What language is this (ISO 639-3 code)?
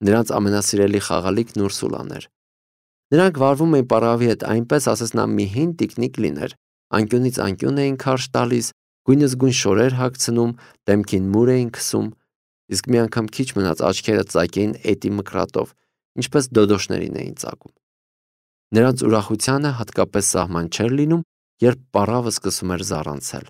hye